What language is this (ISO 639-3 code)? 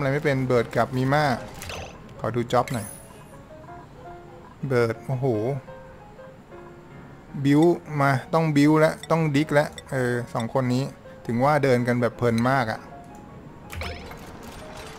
tha